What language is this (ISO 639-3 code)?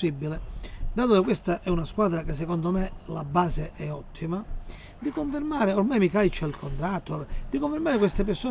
ita